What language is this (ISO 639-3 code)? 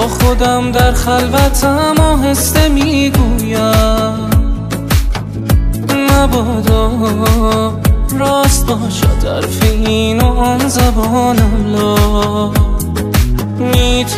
fas